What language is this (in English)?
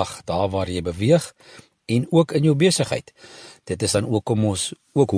Afrikaans